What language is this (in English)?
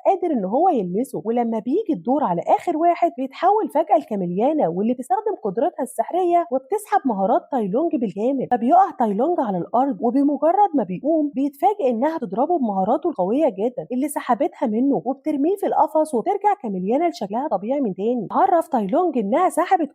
Egyptian Arabic